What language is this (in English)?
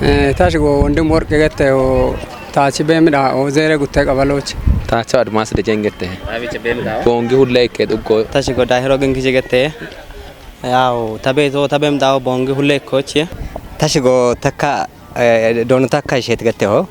Kafa